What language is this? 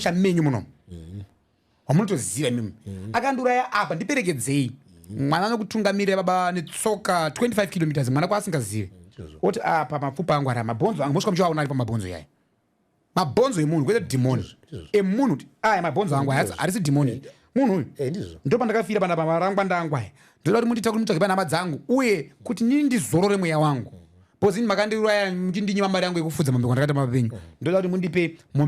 Shona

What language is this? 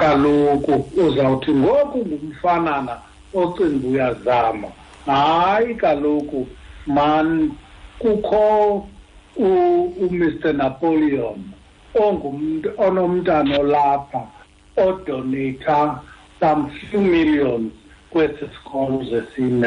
Xhosa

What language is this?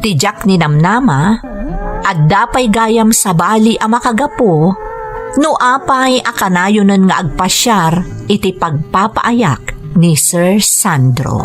Iloko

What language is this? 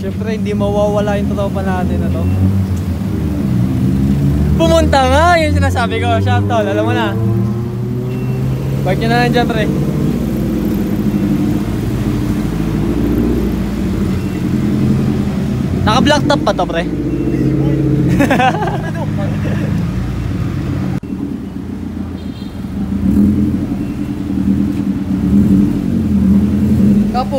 Filipino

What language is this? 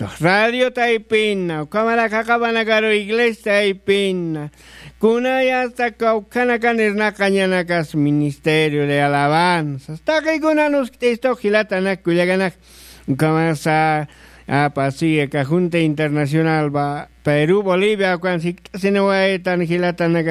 Aymara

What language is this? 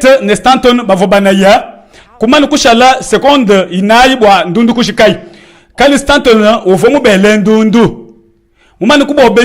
Luba-Lulua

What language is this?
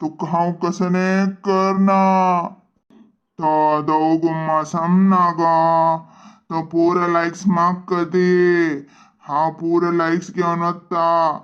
Konkani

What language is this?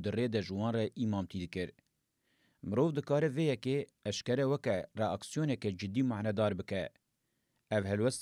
Kurdish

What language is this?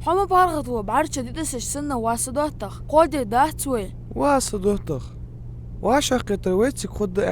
Ingush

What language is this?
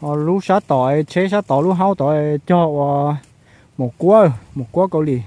Hmong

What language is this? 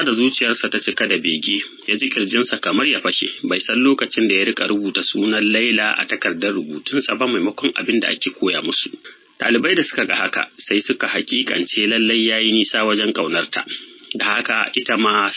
Hausa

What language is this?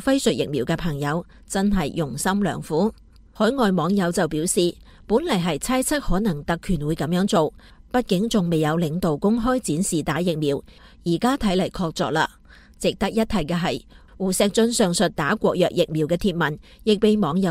Cantonese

